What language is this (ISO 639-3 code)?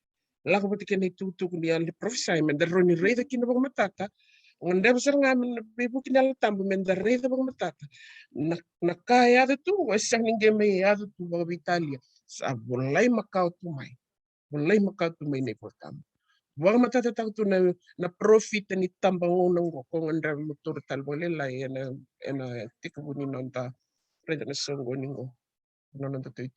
fij